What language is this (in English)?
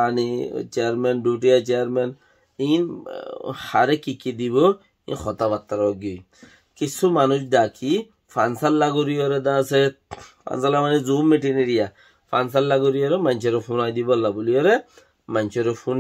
Rohingya